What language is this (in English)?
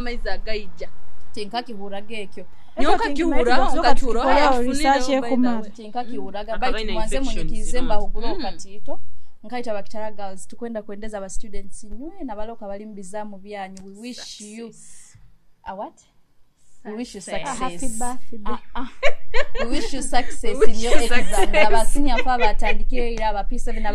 Nyoro